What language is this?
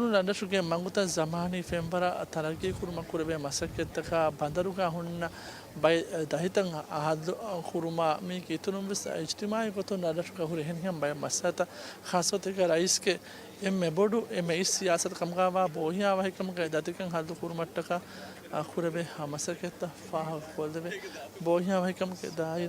Divehi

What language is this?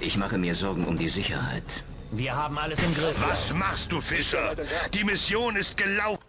Bavarian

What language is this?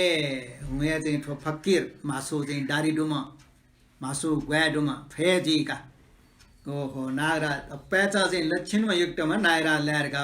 Newari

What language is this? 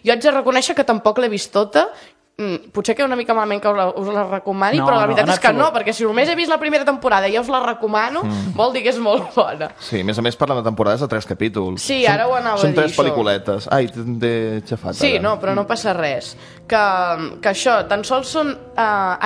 Catalan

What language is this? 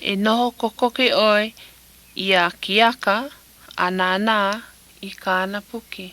Hawaiian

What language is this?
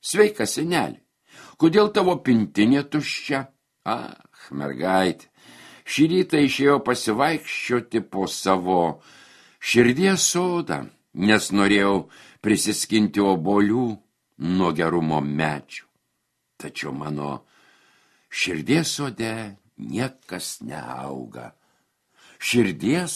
Lithuanian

